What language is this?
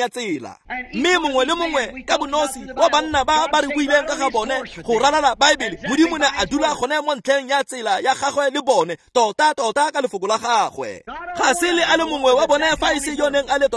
Tswana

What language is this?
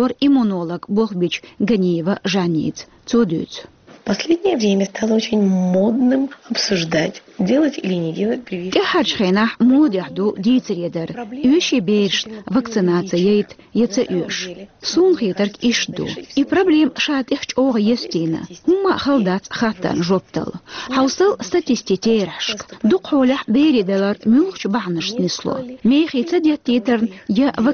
Chechen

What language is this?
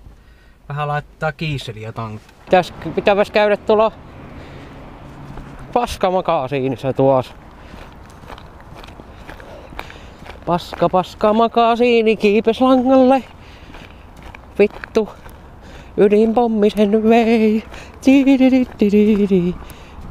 Finnish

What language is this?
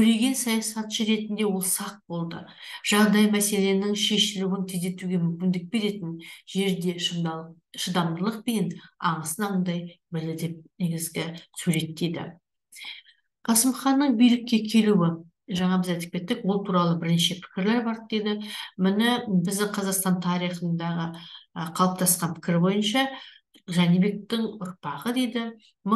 Kazakh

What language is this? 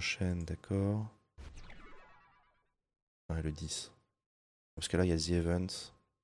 French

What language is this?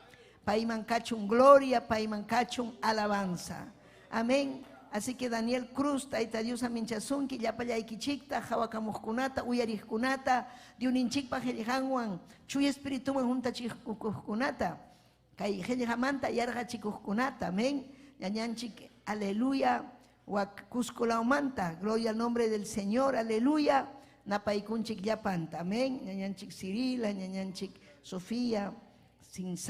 Ayacucho Quechua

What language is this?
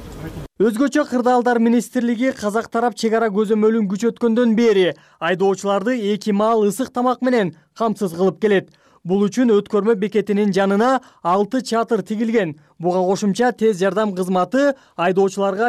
Kyrgyz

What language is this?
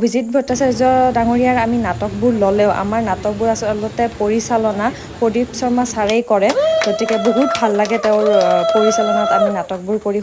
Assamese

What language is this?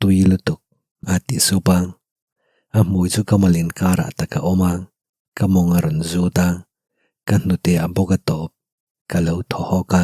Mizo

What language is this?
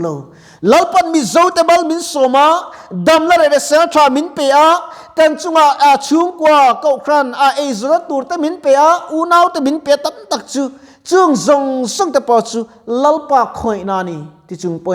Mizo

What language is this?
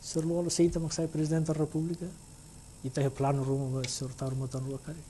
Tetum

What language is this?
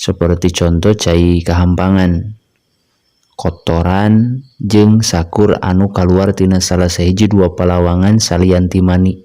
Sundanese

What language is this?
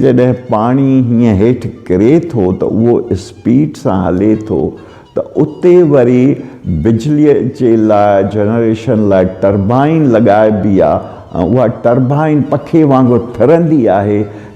Sindhi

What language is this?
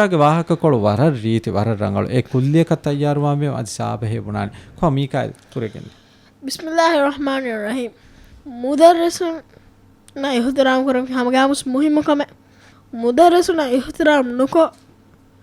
Divehi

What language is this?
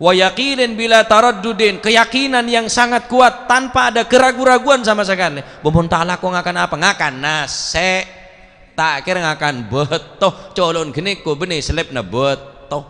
Madurese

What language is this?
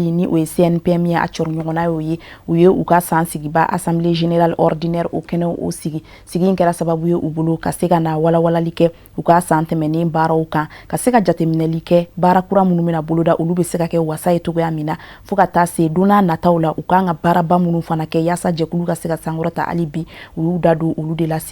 Bambara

